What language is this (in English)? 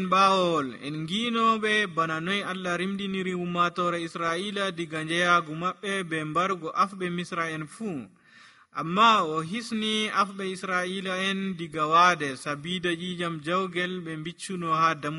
Nigerian Fulfulde